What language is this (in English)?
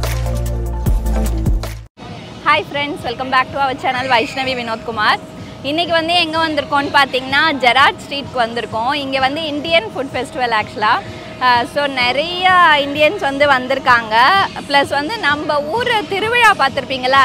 Tamil